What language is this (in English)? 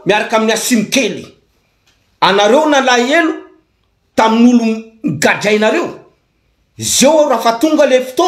Malagasy